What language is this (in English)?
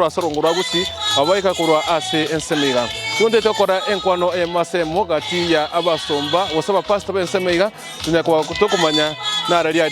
Gusii